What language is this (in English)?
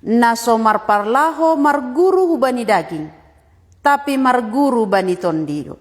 Batak Simalungun